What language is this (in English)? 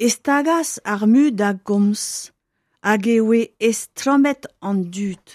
Breton